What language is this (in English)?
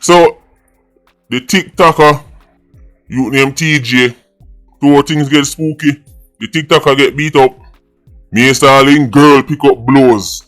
Jamaican Creole English